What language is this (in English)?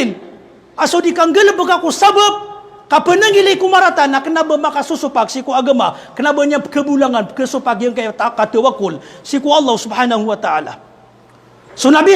Maranao